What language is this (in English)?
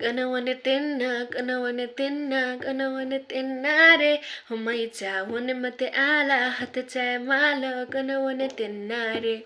Newari